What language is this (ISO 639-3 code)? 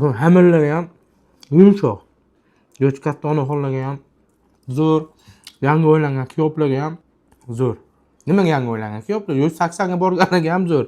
uzb